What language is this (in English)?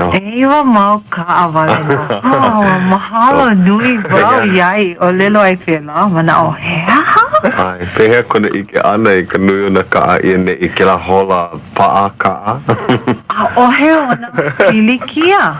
Hawaiian